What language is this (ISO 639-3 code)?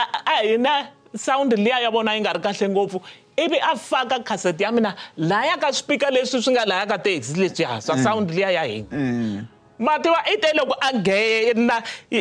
tso